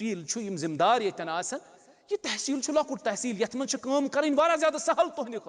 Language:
Kashmiri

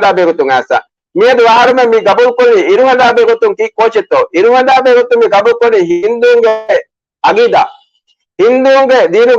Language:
Divehi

